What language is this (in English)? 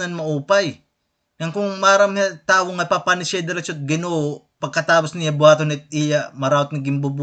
Waray